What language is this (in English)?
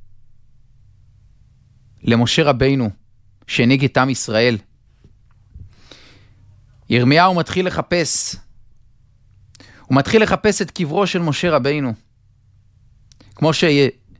Hebrew